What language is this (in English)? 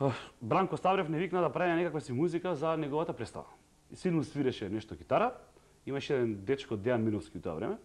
Macedonian